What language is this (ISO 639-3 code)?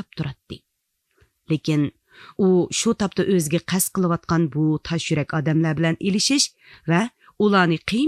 uig